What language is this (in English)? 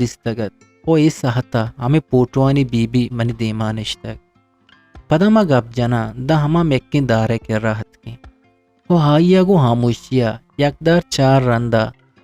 Eastern Balochi